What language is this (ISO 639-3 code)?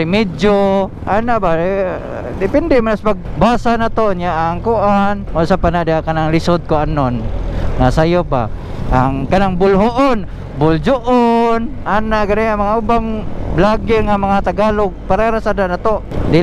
ceb